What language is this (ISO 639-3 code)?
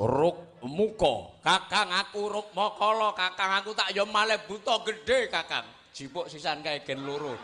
jav